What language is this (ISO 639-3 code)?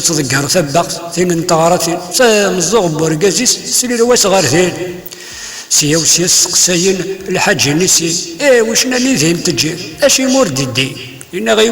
kab